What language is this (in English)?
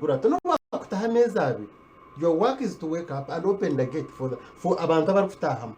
Nyankole